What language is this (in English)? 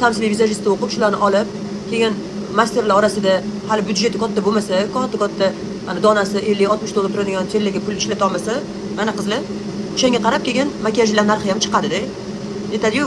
Uzbek